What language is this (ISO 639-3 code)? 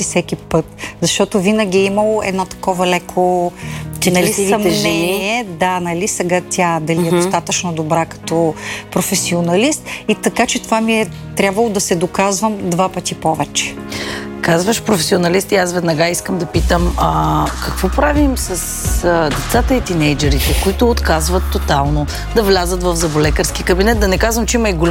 bul